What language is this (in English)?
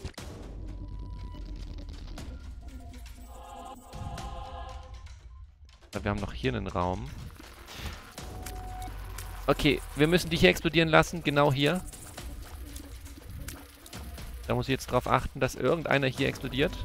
German